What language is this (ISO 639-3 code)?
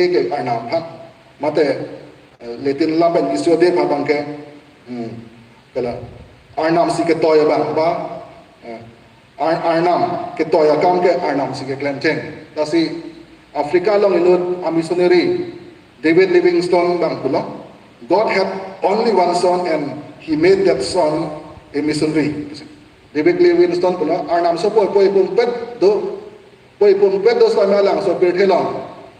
mjw